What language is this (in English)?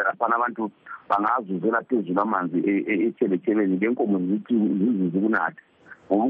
North Ndebele